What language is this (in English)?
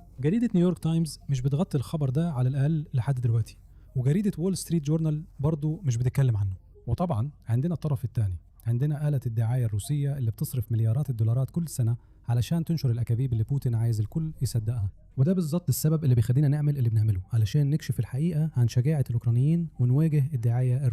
Egyptian Arabic